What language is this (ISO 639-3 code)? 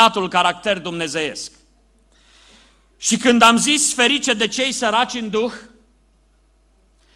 ron